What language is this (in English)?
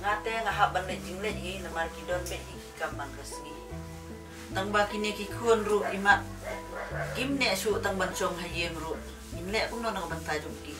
Khasi